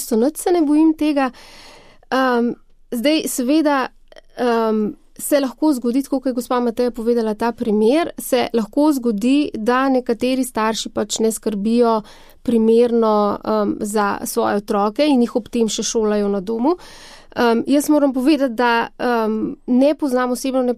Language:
Slovenian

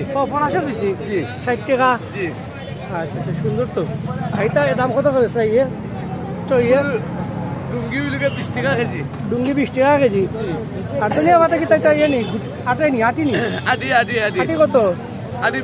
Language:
Sylheti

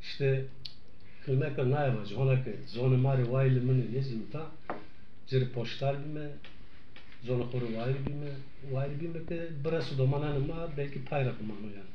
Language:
Zaza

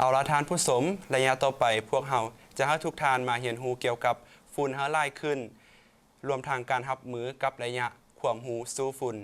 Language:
Lao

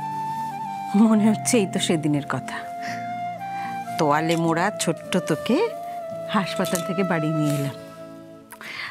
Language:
Bangla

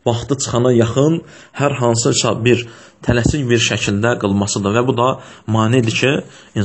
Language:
Azerbaijani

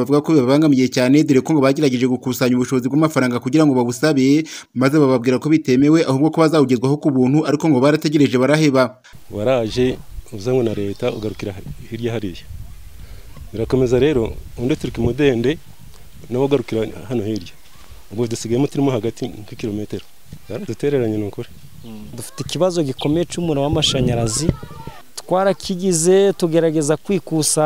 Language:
Kinyarwanda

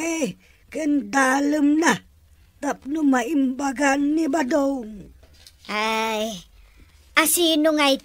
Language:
Iloko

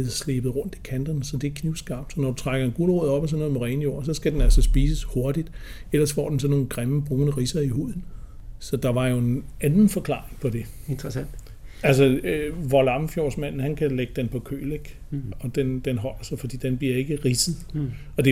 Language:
Danish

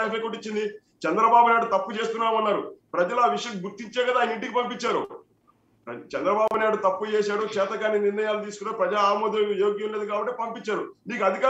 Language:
Telugu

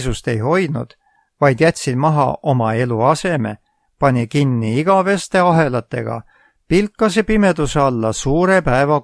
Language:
Estonian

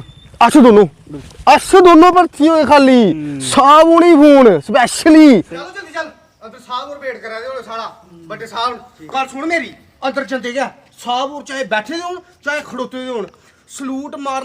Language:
Dogri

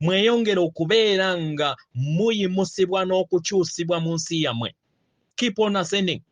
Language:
Ganda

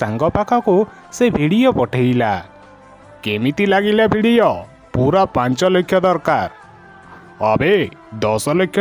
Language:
Odia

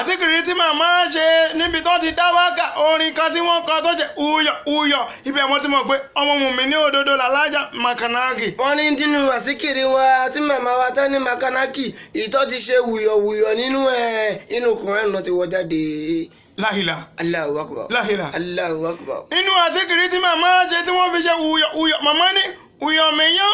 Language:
Yoruba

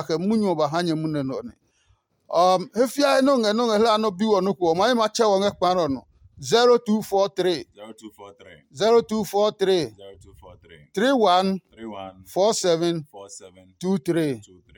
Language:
Adangme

